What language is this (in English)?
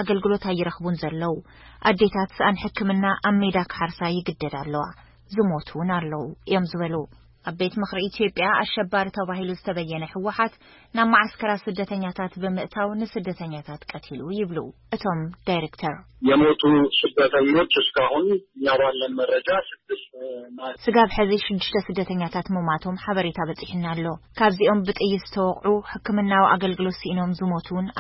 Tigrinya